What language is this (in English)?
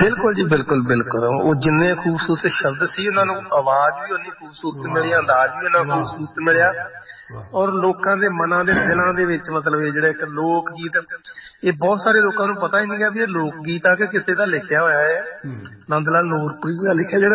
Punjabi